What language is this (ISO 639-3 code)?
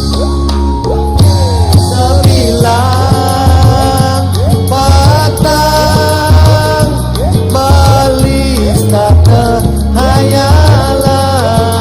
ban